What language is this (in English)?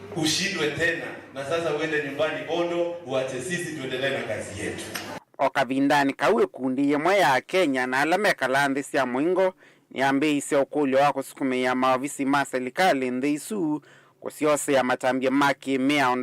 Kamba